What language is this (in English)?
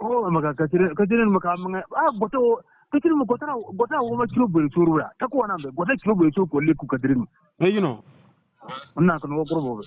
Bissa